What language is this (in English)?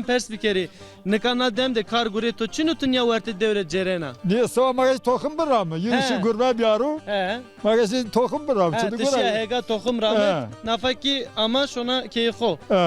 Zaza